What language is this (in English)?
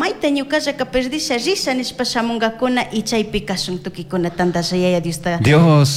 Chimborazo Highland Quichua